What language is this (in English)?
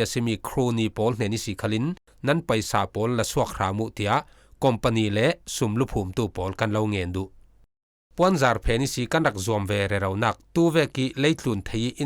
Falam Chin